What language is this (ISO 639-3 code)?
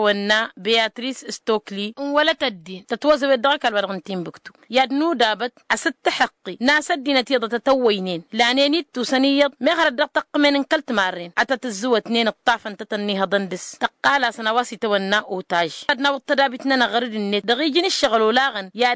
taq